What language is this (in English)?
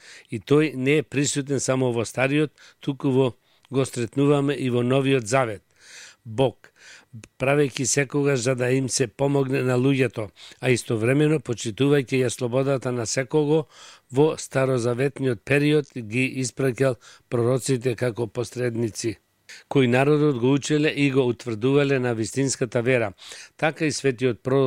Macedonian